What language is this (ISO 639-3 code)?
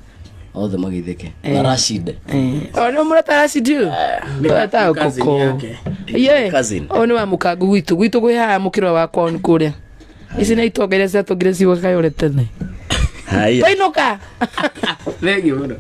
kik